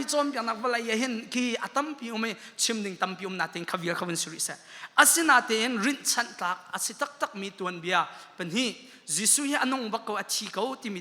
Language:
Hakha Chin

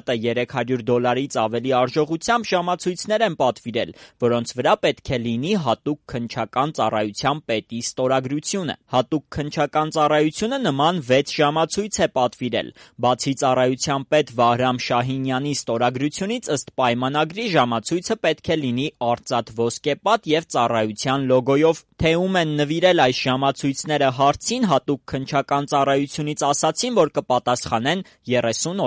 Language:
Armenian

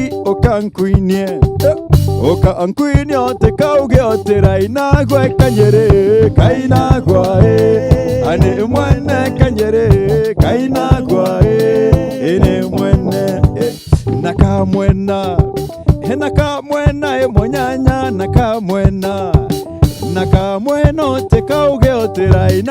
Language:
Meru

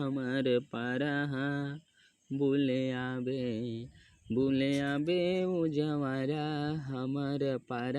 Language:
Chhattisgarhi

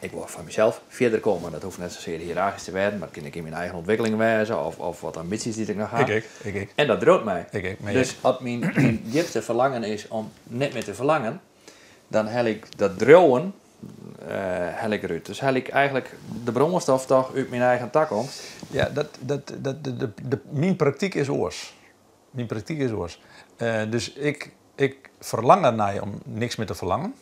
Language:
Western Frisian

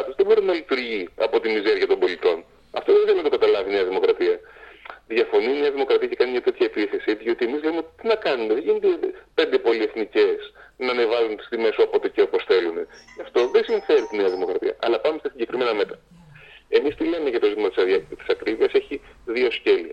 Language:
Greek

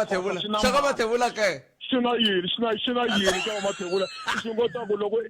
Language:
Tsonga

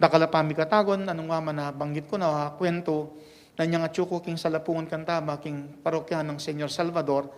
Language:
Pampanga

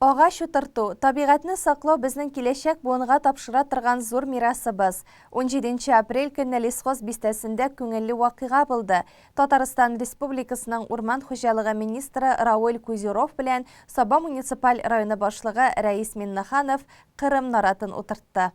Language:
Tatar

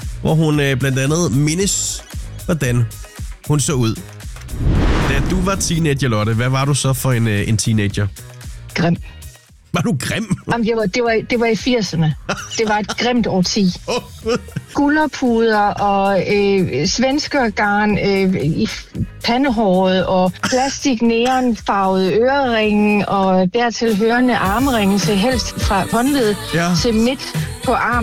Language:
Danish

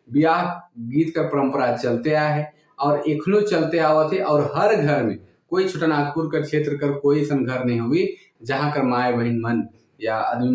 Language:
Sadri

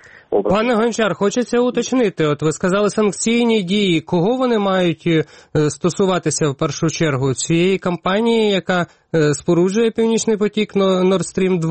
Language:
Ukrainian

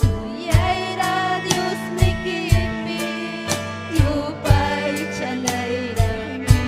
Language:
Ayacucho Quechua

